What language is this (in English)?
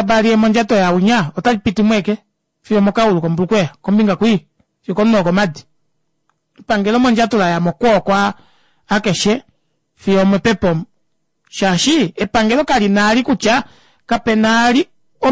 Kuanyama